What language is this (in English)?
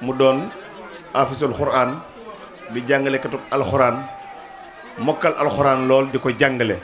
Wolof